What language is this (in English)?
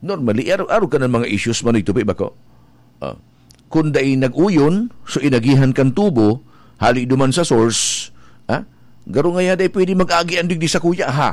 Bikol